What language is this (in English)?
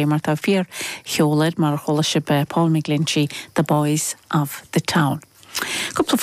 Irish